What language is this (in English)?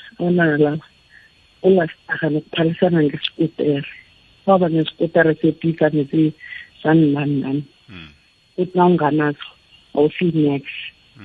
South Ndebele